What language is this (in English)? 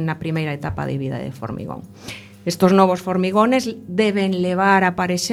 Galician